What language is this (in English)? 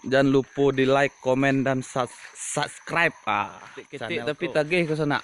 Minangkabau